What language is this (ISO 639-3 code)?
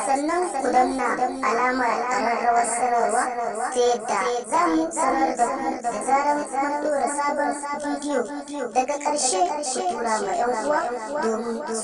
hau